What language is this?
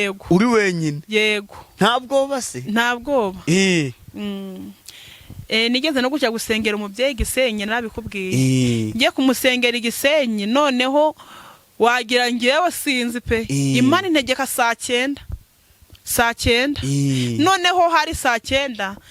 Kinyarwanda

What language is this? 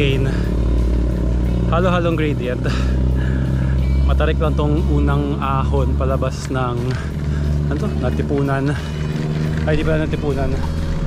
Filipino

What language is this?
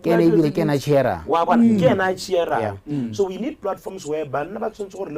Tswana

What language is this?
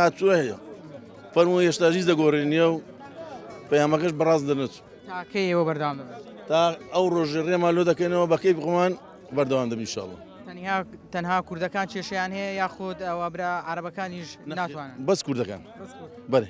Central Kurdish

